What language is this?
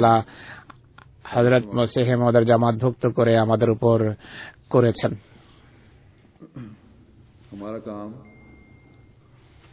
Bangla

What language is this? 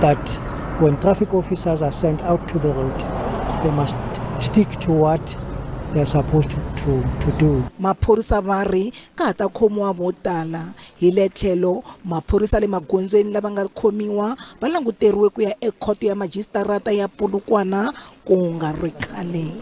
Tsonga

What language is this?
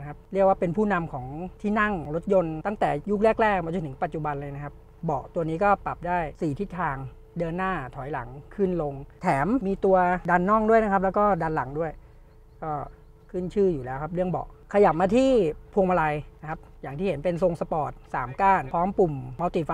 Thai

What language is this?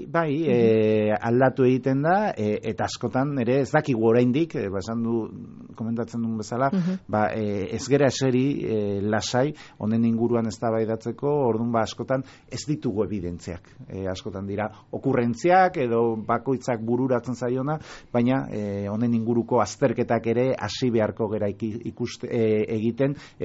Basque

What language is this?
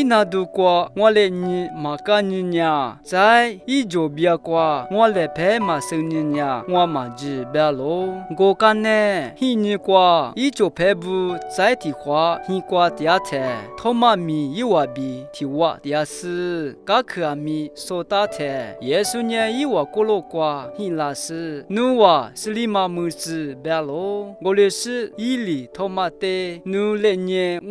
Lisu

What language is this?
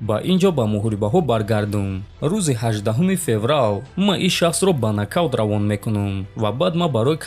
Tajik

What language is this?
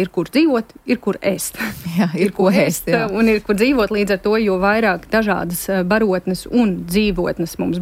Latvian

